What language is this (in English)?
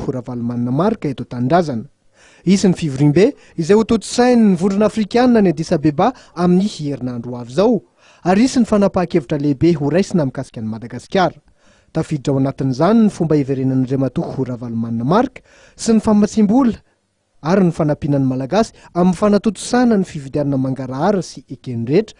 Malagasy